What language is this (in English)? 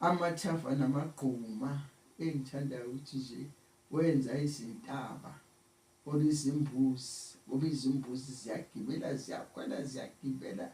Zulu